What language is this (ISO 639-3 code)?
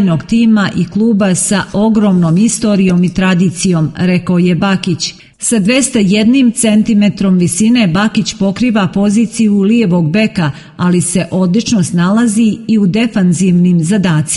srp